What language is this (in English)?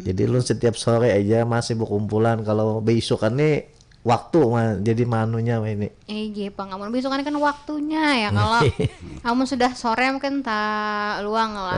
Banjar